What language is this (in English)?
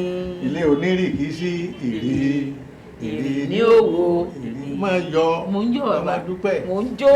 Yoruba